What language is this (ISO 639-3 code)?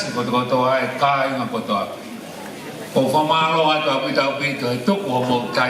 ton